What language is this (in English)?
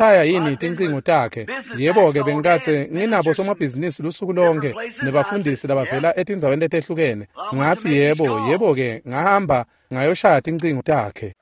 Swati